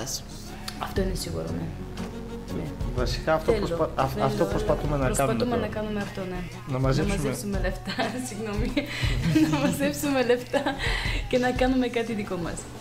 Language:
Greek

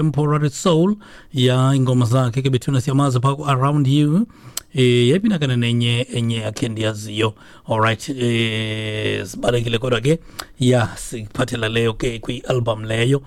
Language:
Xhosa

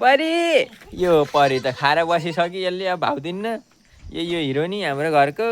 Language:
Nepali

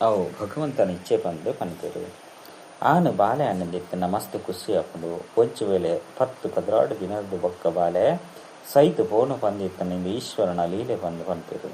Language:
Tulu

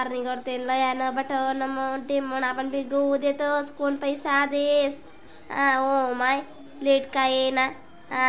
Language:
Khandesi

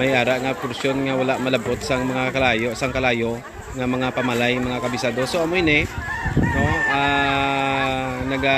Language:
Hiligaynon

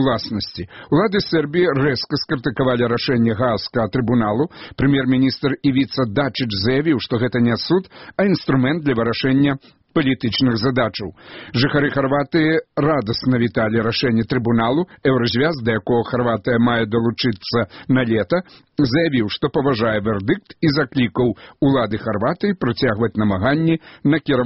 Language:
Belarusian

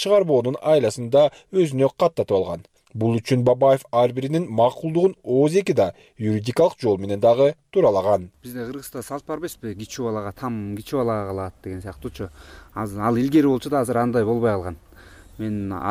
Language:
Kyrgyz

